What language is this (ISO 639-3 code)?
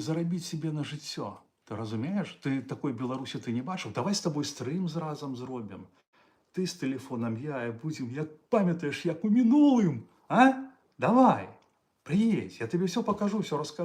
bel